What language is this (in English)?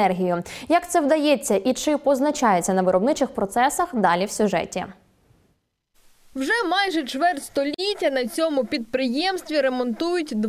Ukrainian